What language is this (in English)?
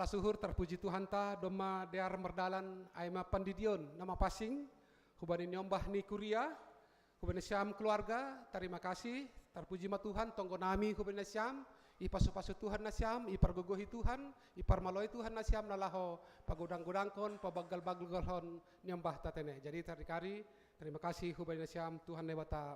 Batak Simalungun